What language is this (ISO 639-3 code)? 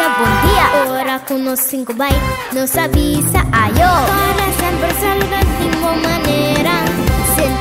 pap